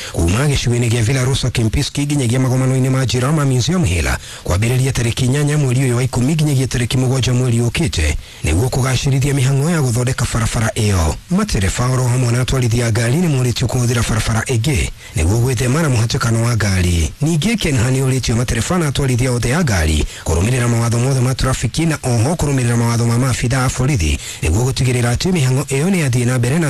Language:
Kikuyu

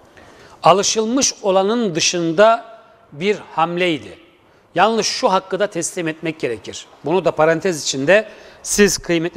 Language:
Turkish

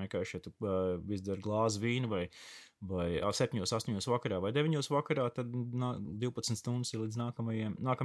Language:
Latvian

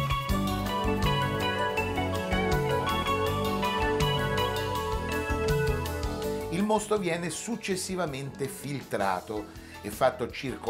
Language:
Italian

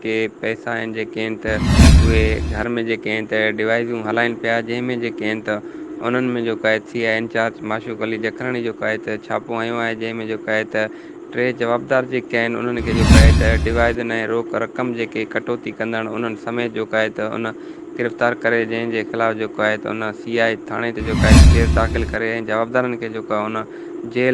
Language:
Sindhi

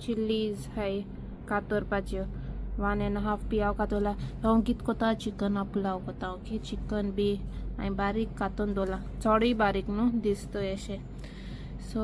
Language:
Konkani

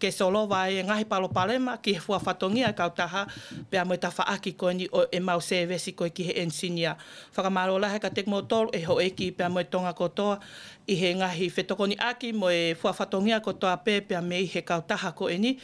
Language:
Tongan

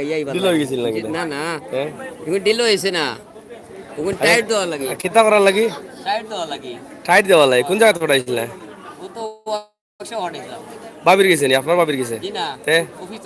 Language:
Sylheti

